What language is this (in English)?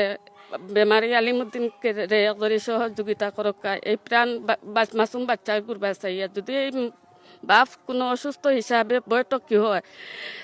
Sylheti